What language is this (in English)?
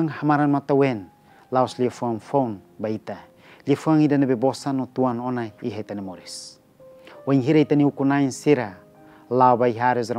Tetum